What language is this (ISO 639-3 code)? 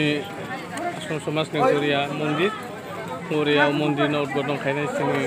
trp